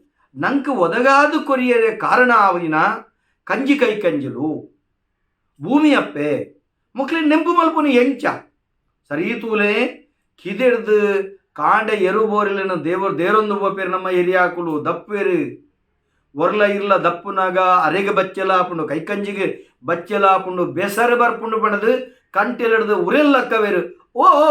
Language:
Tulu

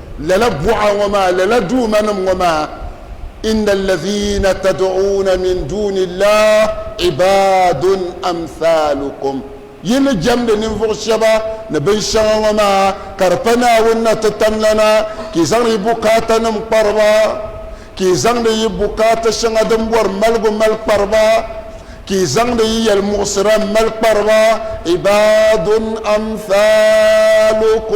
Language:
Dagbani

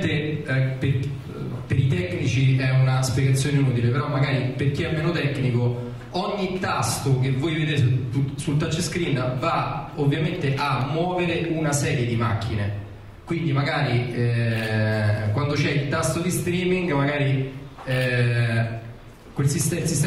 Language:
Italian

